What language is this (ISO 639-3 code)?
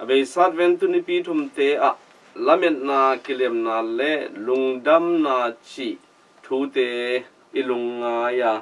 ctd